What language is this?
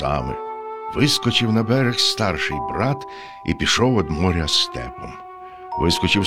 Ukrainian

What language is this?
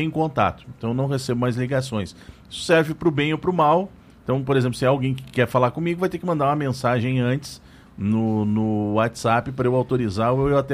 Portuguese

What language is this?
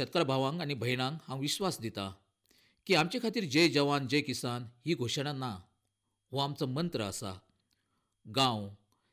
Konkani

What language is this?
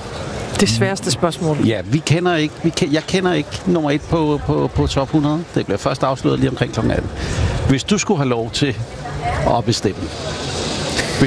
Danish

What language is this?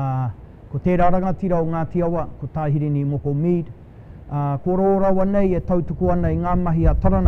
Māori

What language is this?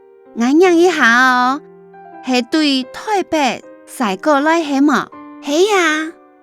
Hakka Chinese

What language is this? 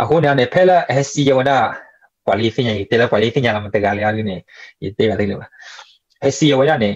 S'gaw Karen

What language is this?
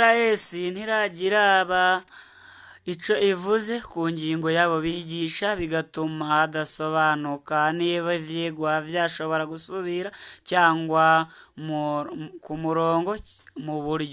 Rundi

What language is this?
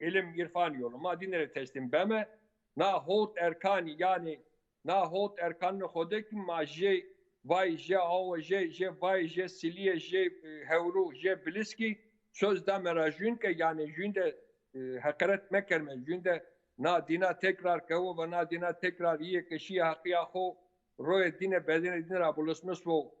Zaza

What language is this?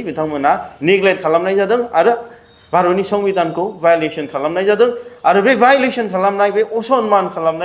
Bodo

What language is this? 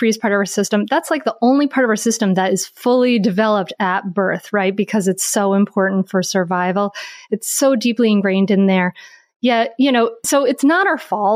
English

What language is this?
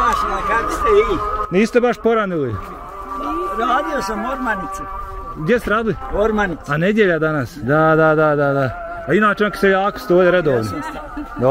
Bosnian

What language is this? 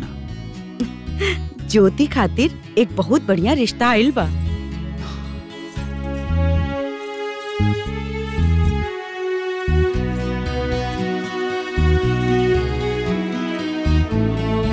Bhojpuri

